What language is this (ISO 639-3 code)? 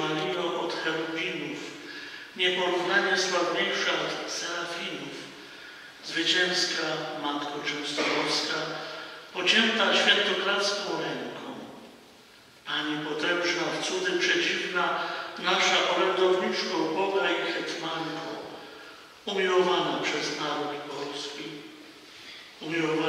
pol